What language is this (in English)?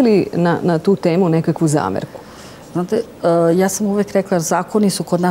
Serbian